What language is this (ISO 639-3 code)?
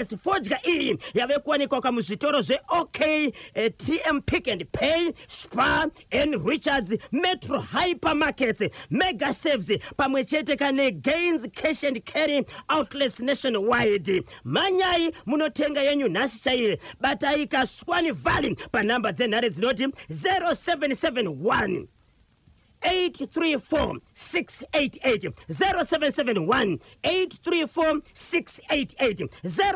sna